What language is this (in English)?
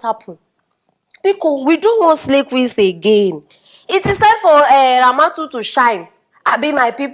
Nigerian Pidgin